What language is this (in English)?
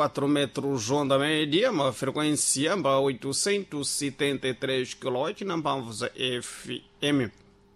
Sena